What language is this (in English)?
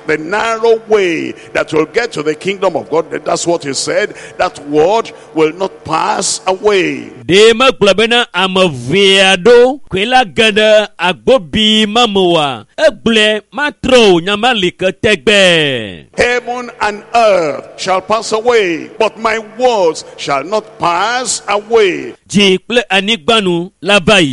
Ewe